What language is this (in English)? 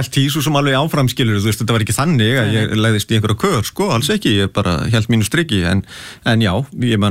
Icelandic